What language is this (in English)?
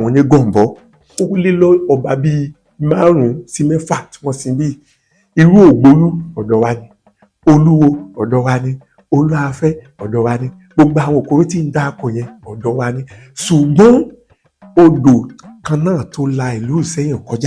Yoruba